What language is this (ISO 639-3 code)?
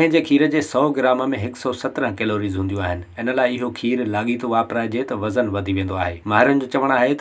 snd